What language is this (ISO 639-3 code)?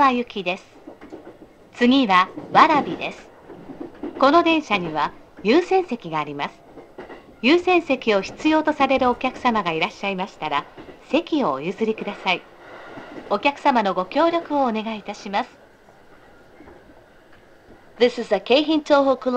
jpn